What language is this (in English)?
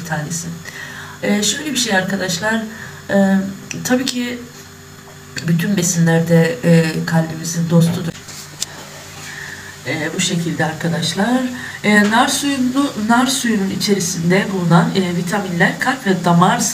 Turkish